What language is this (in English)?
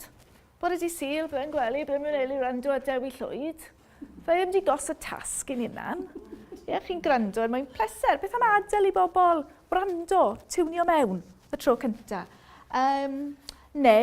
Welsh